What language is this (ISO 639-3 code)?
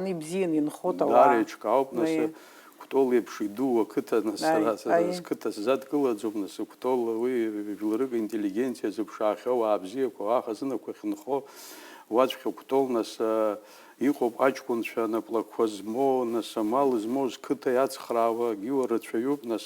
abk